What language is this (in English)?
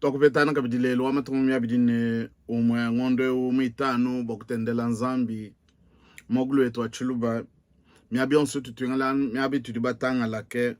Luba-Lulua